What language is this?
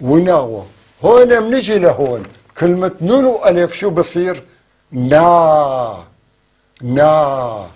North Levantine Arabic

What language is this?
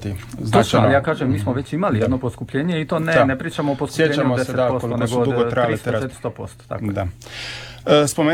Croatian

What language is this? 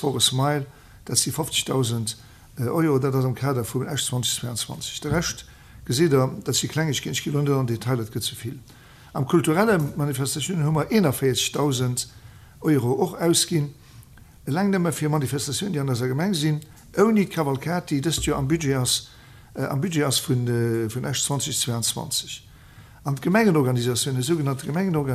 Luxembourgish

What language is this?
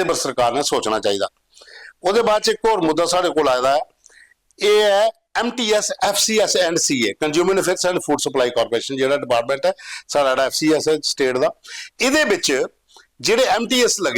Dogri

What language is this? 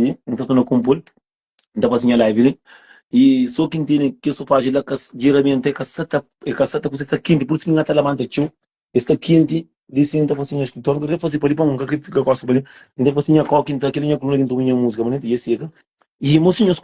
Kabuverdianu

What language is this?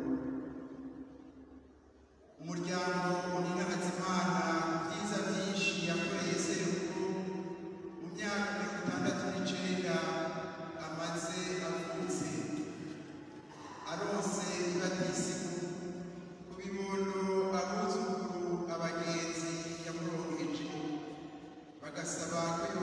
Kinyarwanda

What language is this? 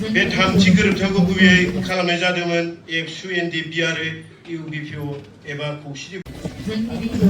Bodo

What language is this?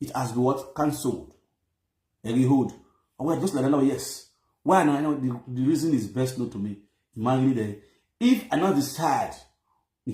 Nigerian Pidgin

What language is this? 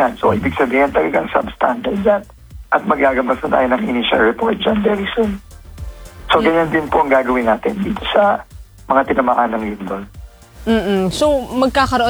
Filipino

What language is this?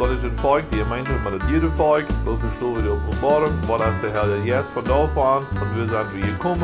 Plautdietsch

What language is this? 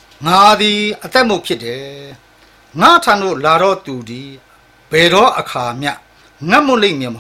Burmese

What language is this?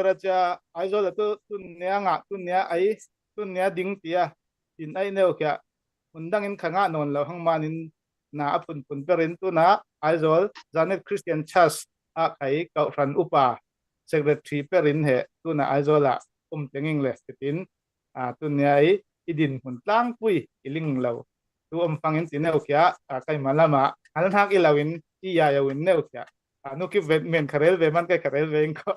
Falam Chin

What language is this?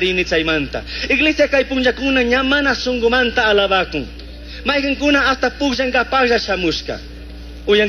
Chimborazo Highland Quichua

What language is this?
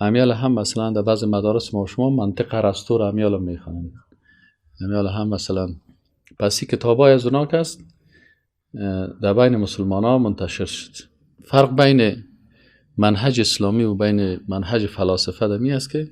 Persian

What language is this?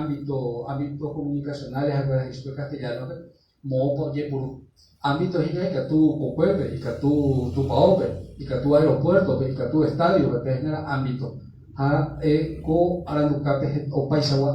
Guarani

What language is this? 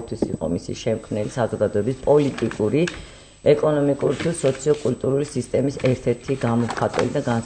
Georgian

